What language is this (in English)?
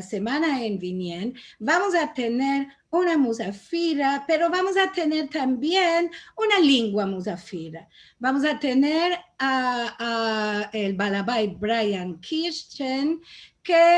Ladino